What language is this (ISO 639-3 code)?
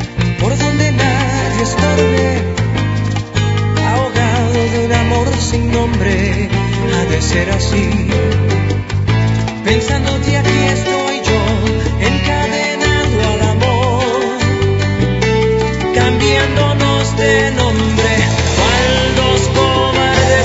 spa